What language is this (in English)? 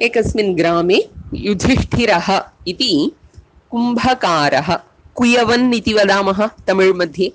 Sanskrit